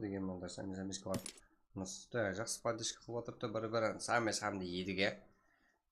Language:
Kara-Kalpak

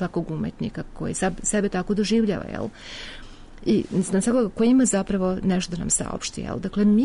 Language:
Serbian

